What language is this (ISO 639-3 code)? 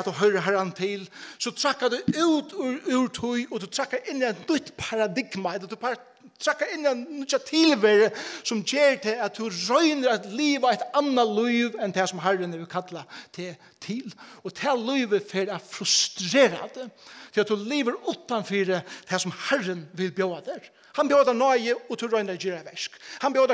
fao